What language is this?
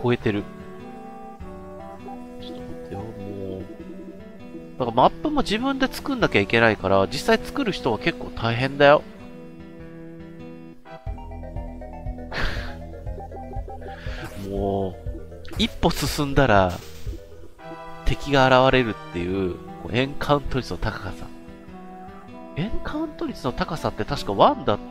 Japanese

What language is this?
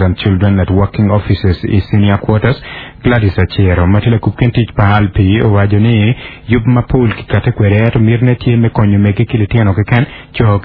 Acoli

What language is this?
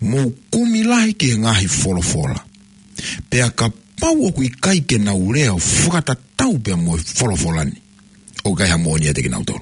Tongan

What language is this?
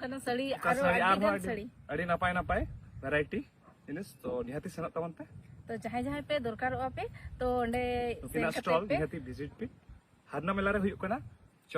Santali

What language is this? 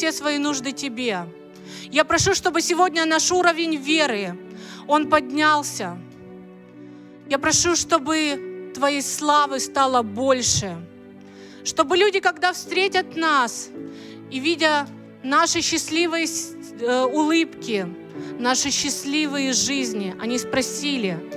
Russian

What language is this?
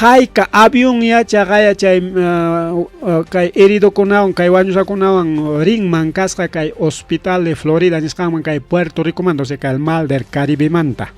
Ayacucho Quechua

